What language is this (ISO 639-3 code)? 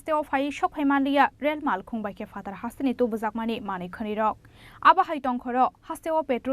trp